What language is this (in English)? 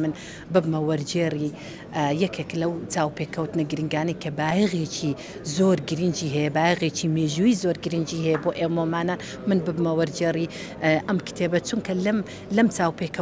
Central Kurdish